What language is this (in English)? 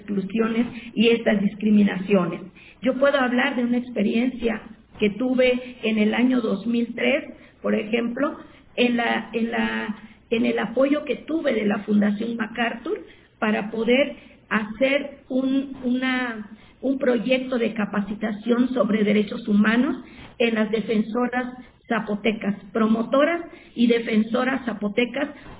Spanish